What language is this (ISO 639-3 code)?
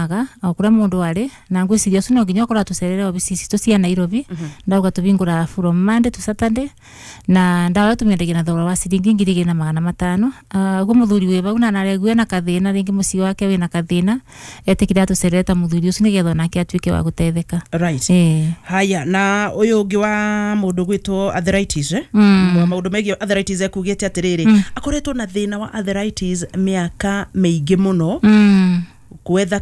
kik